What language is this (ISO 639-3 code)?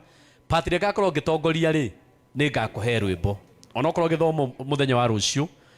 kik